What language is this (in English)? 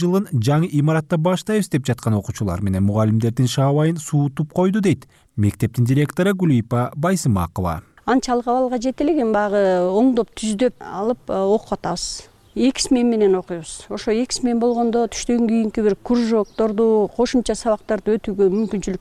Kyrgyz